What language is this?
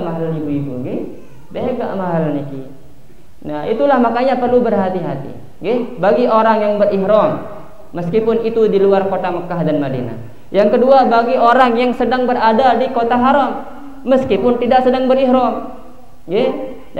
Indonesian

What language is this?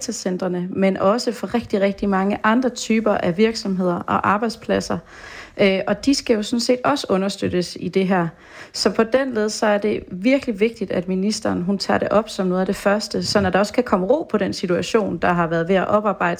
Danish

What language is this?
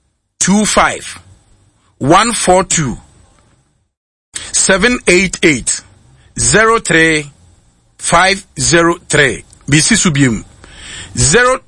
Akan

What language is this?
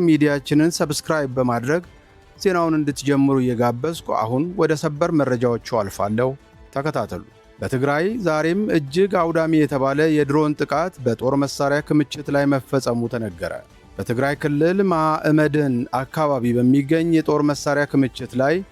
Amharic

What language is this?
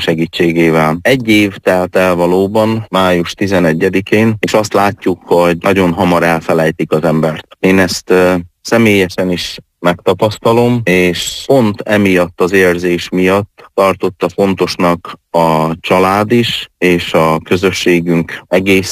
Hungarian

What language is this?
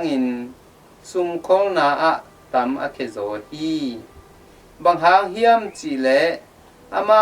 Tedim Chin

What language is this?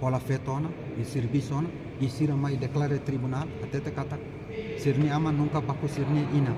Tetum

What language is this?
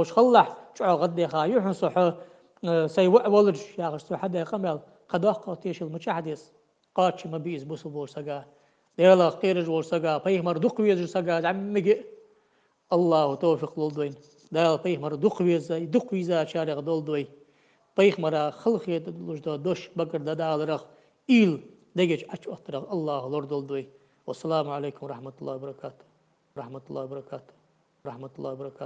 Ingush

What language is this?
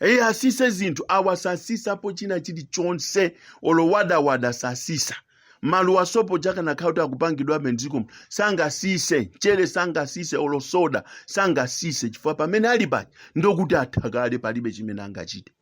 Nyanja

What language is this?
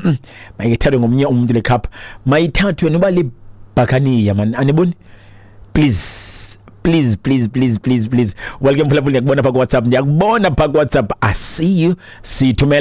Xhosa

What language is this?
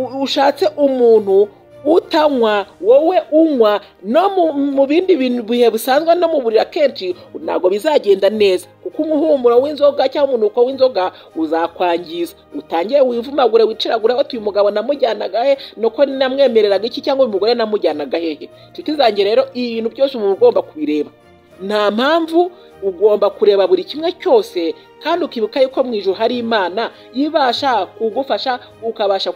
Kinyarwanda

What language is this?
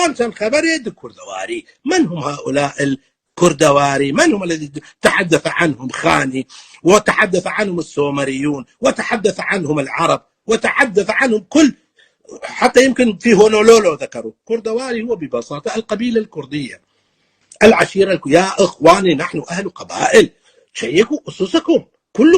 North Levantine Arabic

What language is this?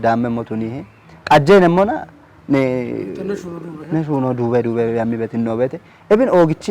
Kafa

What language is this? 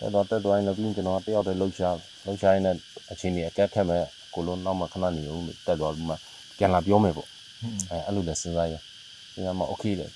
Burmese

